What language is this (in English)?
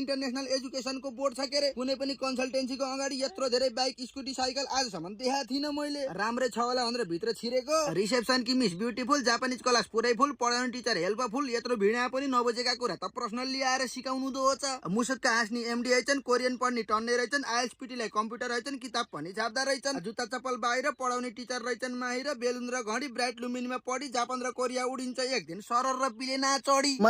Nepali